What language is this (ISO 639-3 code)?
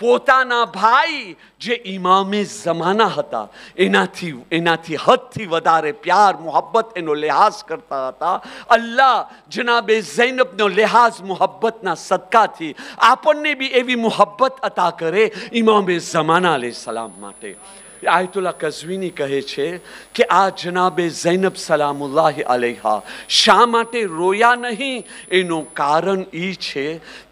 guj